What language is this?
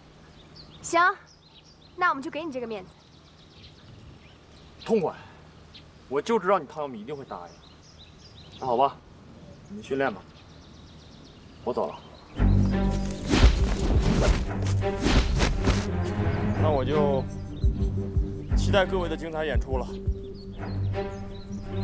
Chinese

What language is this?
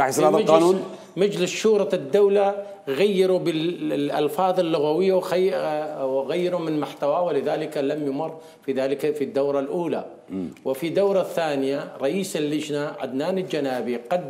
Mesopotamian Arabic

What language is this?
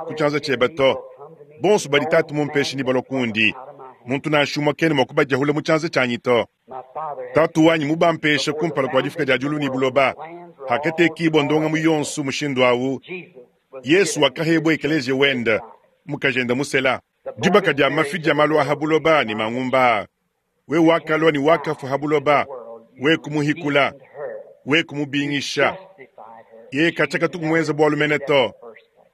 Luba-Lulua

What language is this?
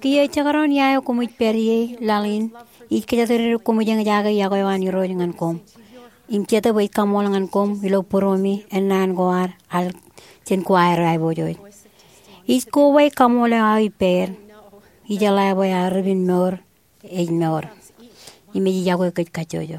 Marshallese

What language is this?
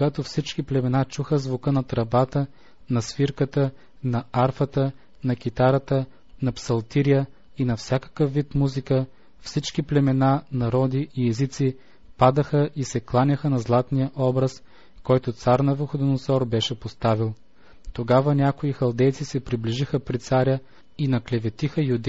Bulgarian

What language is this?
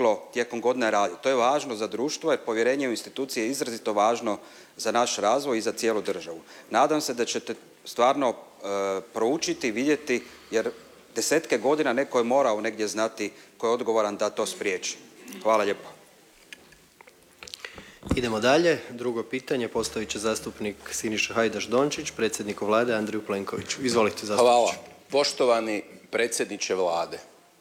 Croatian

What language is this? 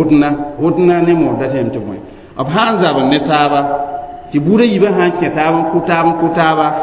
Mossi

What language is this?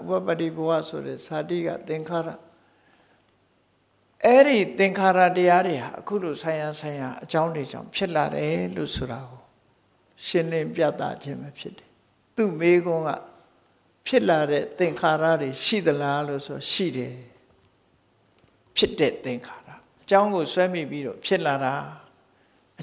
Burmese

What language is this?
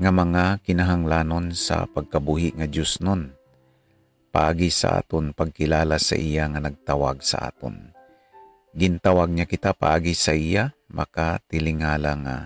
Hiligaynon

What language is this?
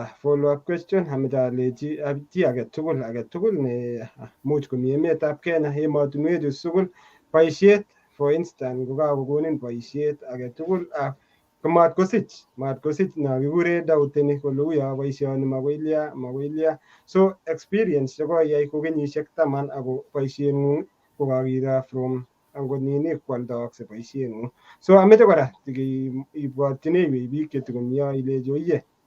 Kalenjin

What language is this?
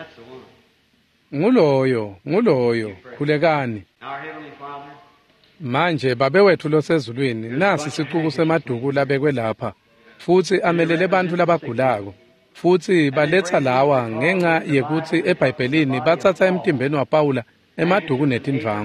Swati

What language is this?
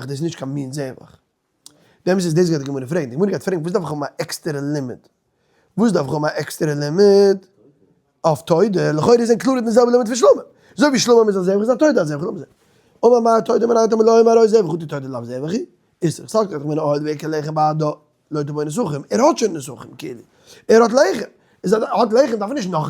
Yiddish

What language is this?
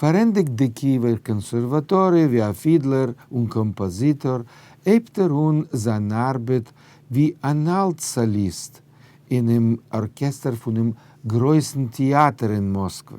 Yiddish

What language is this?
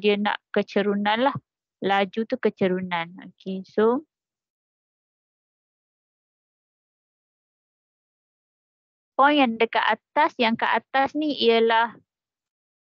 Malay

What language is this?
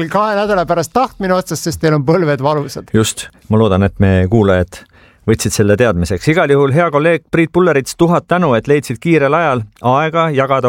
Estonian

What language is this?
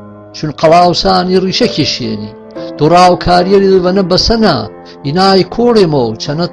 Gurani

